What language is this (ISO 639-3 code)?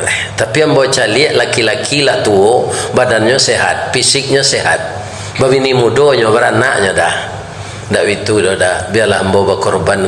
min